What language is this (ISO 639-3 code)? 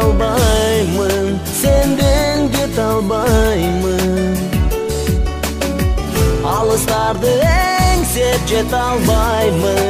kir